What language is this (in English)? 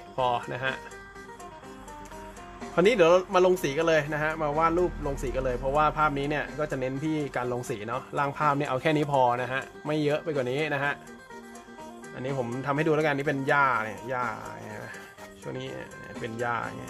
Thai